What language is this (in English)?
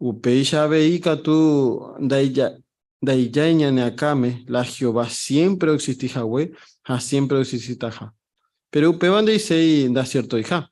Guarani